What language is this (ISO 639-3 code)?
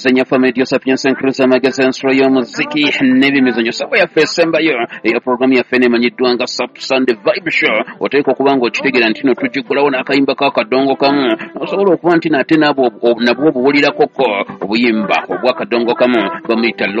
lug